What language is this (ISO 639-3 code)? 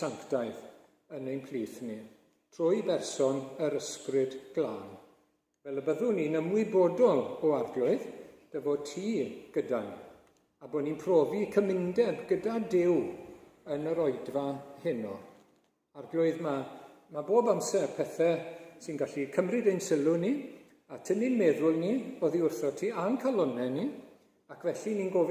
cym